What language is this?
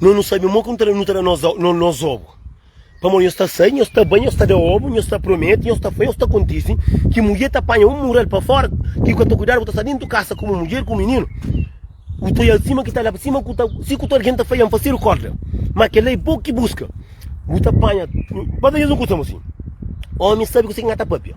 Kabuverdianu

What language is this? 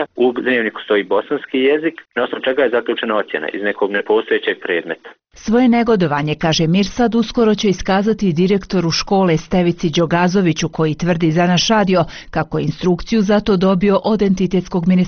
Bosnian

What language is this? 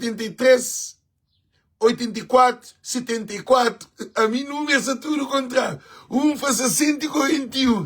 Kabuverdianu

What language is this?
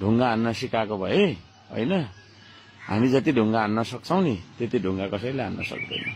Nepali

